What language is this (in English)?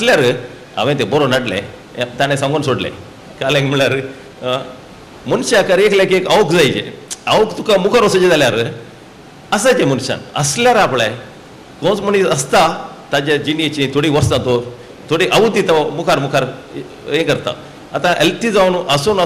Konkani